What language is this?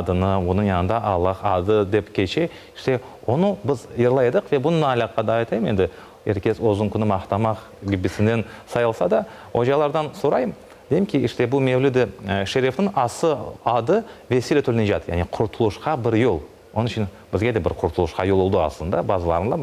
Crimean Tatar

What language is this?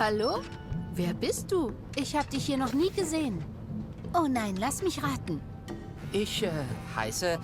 Swiss German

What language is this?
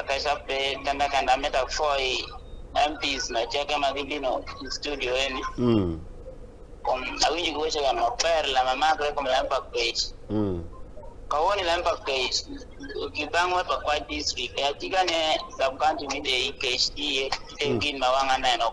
Acoli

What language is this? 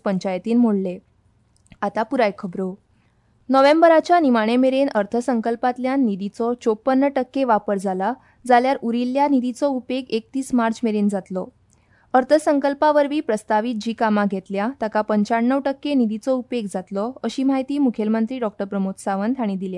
Konkani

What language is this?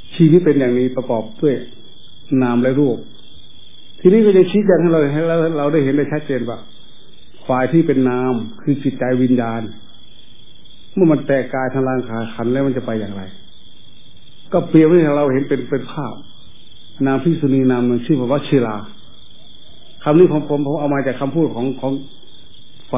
Thai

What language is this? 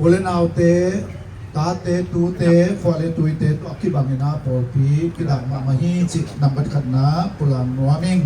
Tedim Chin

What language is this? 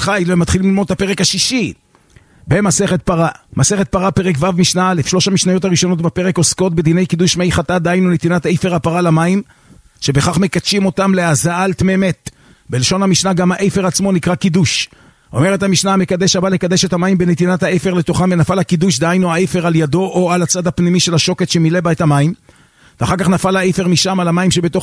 Hebrew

